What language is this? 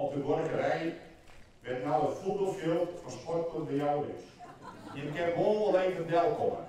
Western Frisian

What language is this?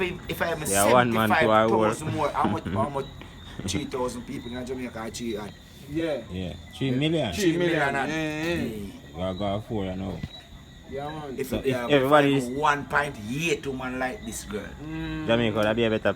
Jamaican Creole English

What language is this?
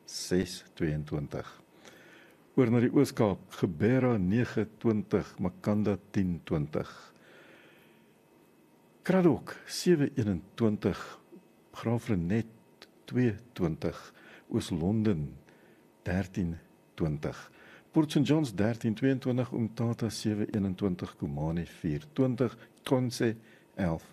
Afrikaans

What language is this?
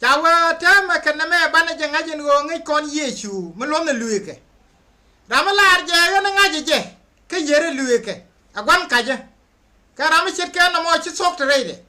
Nuer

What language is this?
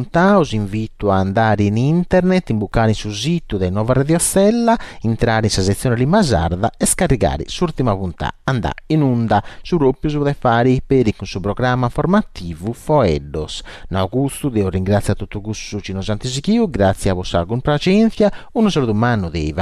Sardinian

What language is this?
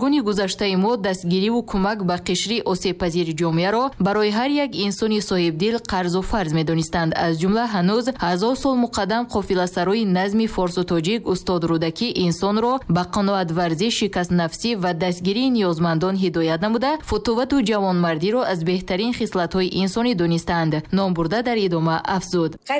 Tajik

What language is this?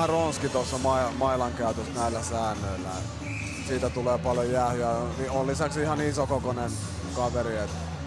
Finnish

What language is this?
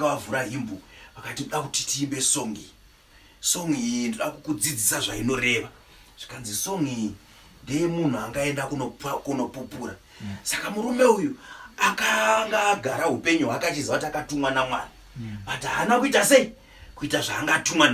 Shona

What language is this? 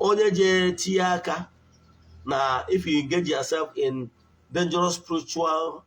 Igbo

